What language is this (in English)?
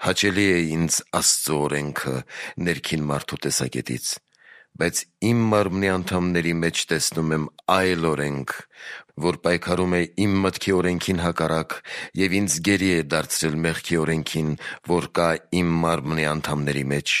Armenian